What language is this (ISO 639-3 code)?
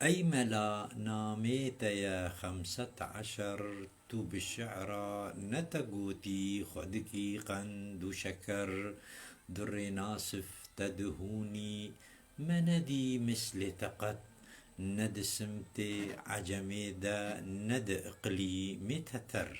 kur